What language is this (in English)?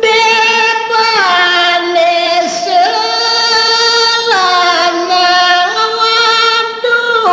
Balinese